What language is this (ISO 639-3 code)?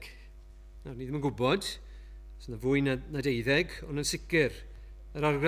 cym